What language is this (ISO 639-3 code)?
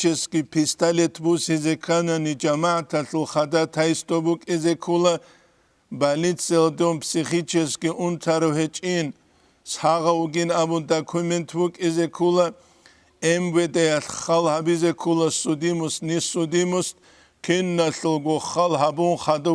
ava